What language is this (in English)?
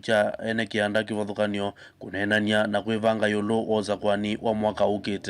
Kamba